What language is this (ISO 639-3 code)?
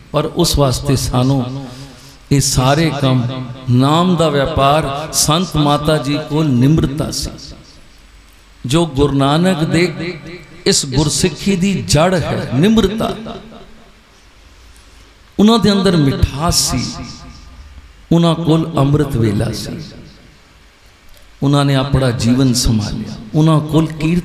pan